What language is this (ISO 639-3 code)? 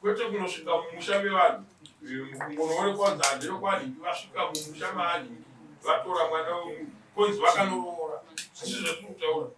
sna